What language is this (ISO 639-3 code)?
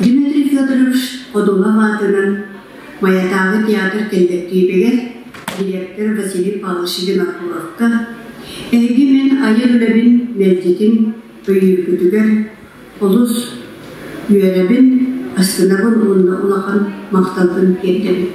sah